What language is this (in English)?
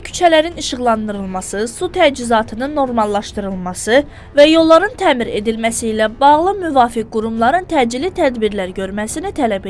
Azerbaijani